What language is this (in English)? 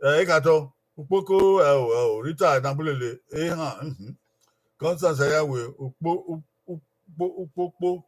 Bini